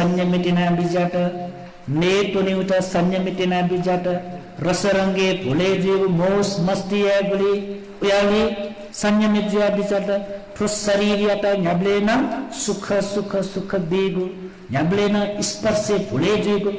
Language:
Newari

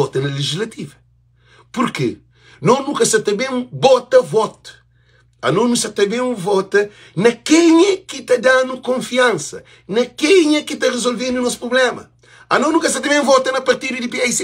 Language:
Kabuverdianu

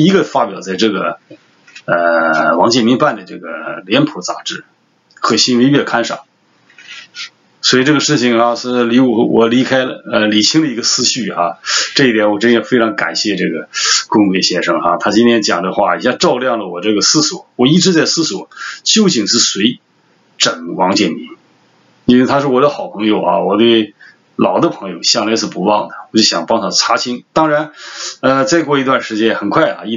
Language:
Chinese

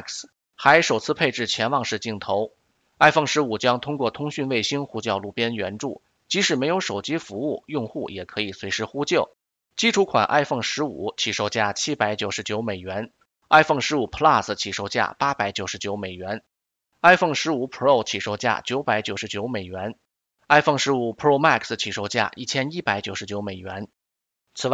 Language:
Chinese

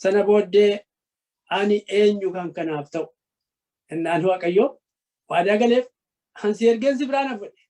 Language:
Oromo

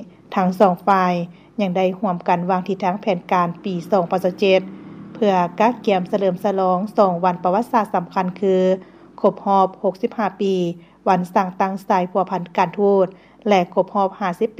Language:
Lao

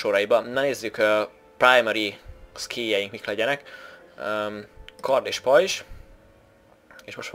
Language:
Hungarian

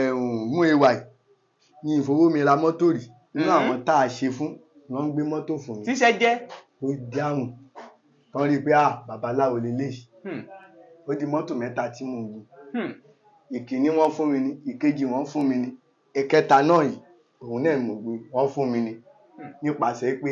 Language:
Yoruba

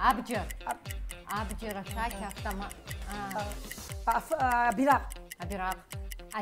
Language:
Abkhazian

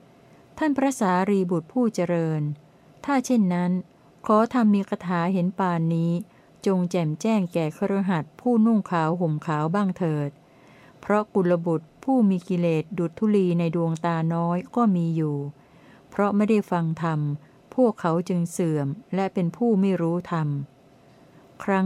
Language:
Thai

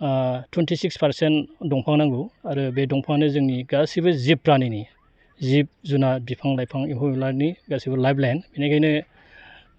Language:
Bodo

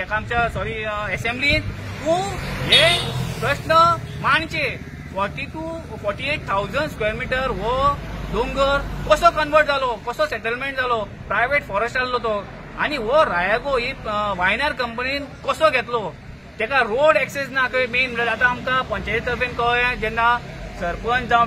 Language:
Konkani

